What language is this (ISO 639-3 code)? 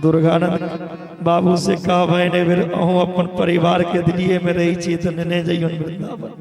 mai